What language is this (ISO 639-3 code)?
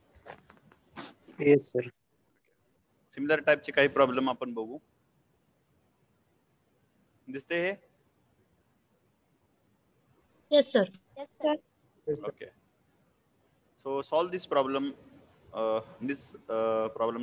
mar